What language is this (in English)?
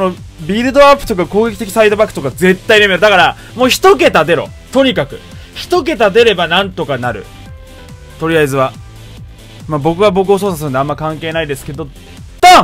Japanese